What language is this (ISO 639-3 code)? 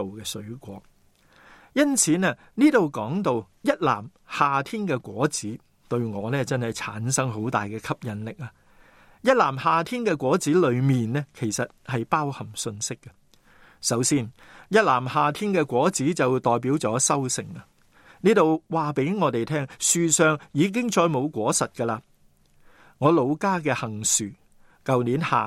yue